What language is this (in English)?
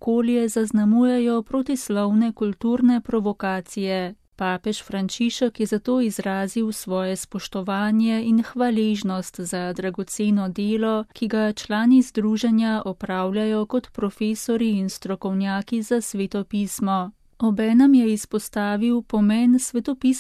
Slovenian